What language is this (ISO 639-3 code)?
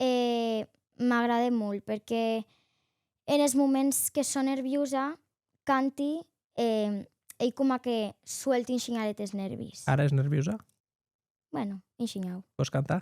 oci